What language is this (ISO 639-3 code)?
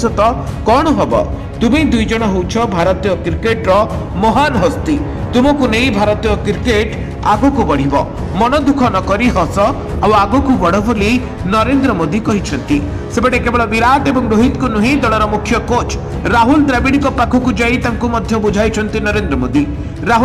ori